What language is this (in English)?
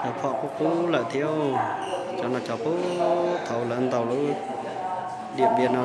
Hmong